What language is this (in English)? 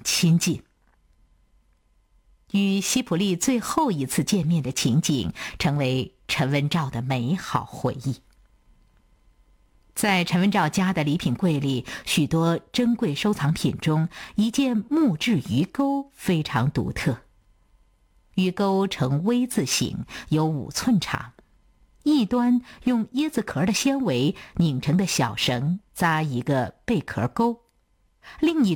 Chinese